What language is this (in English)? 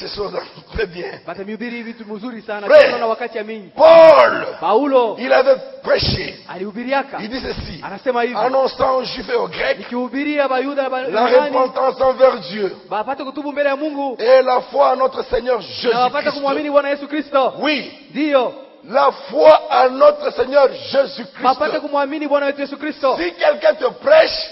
Swahili